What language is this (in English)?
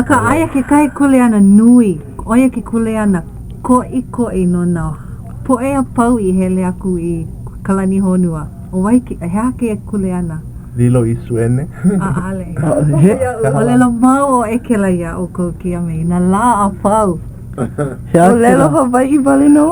Hawaiian